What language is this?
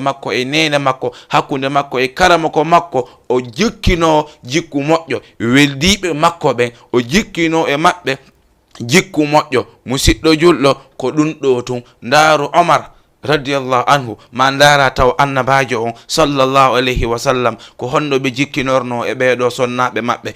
Fula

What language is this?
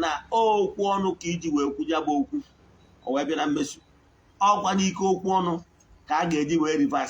Igbo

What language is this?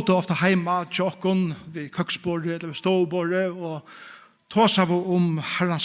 Faroese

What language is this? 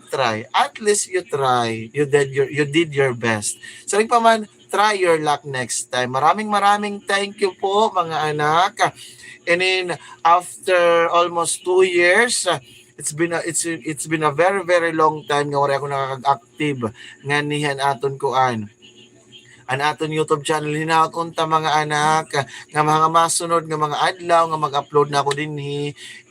Waray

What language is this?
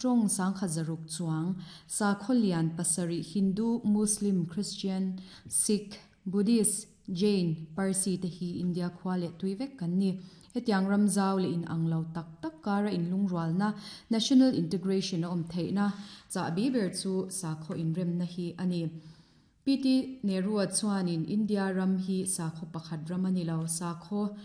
Mizo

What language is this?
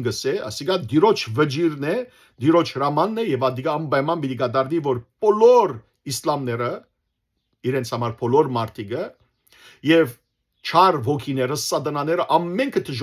Western Armenian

